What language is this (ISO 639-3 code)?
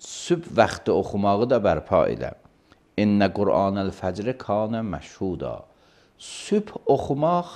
aze